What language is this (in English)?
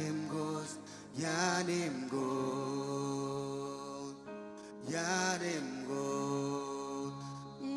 Marshallese